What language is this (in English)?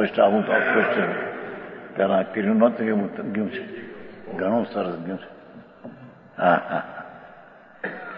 Gujarati